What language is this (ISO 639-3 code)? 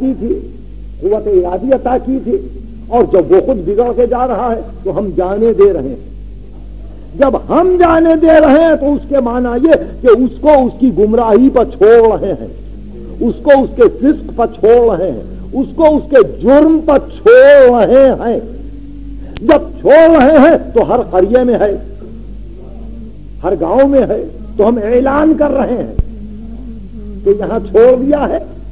urd